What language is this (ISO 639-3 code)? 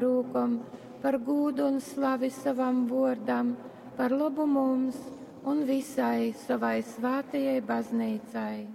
ltg